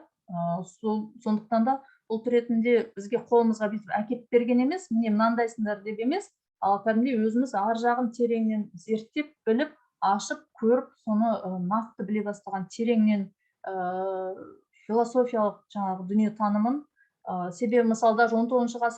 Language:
Kazakh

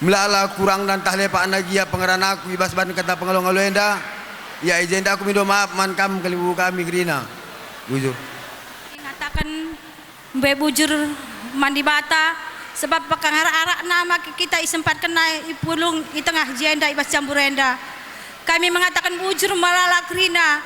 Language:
Batak Karo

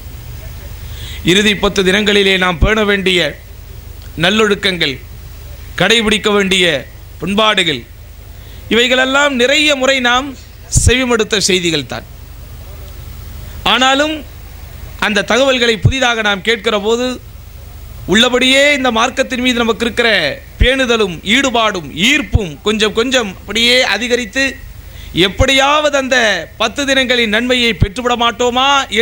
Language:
Tamil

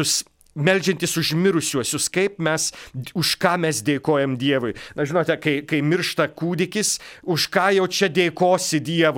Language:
Lithuanian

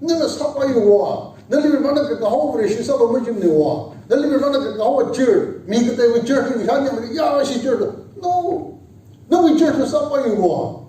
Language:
Tangkhul Naga (India)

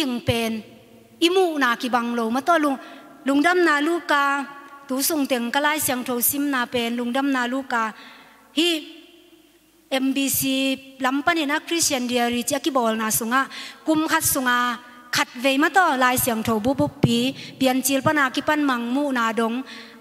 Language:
Tedim Chin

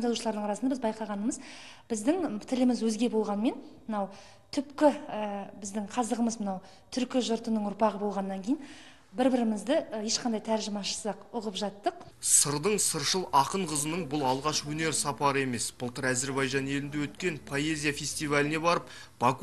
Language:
Kazakh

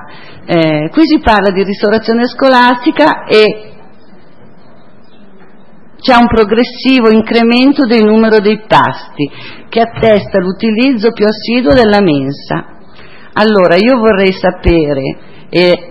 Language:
Italian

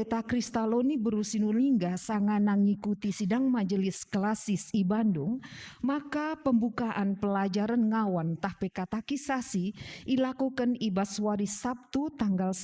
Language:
Batak Karo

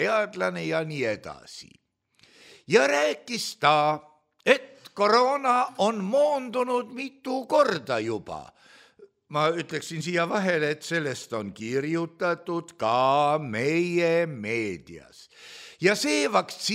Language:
Estonian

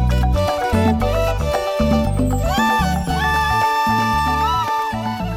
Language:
Indonesian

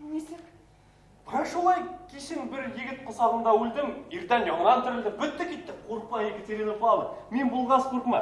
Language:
Bashkir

